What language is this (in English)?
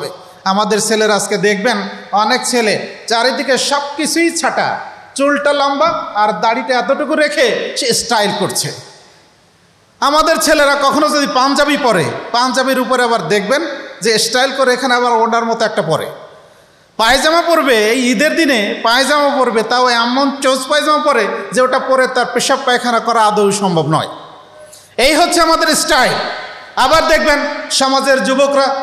Bangla